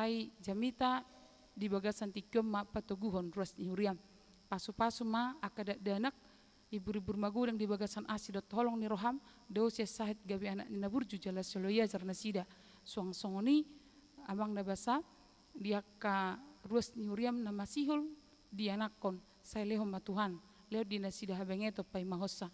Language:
Batak Toba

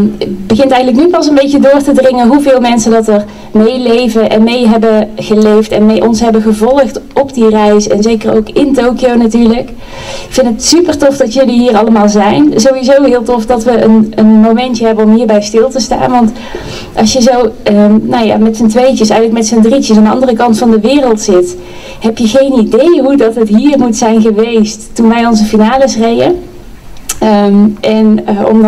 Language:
Dutch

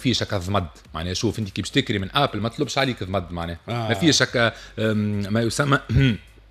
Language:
Tunisian Arabic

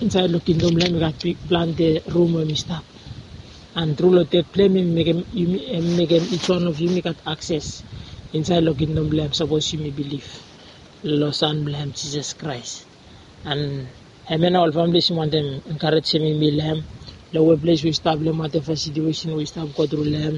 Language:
Bislama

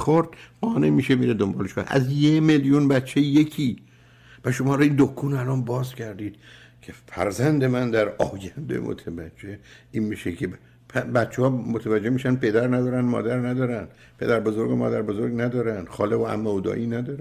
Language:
Persian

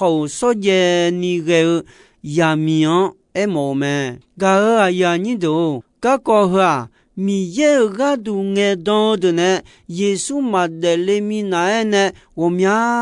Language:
Akha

